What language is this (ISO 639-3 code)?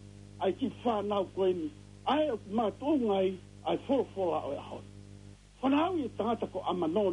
ton